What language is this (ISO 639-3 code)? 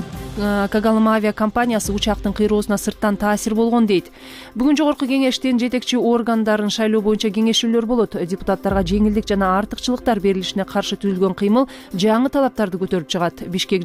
kir